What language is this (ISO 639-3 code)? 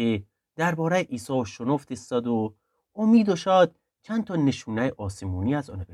glk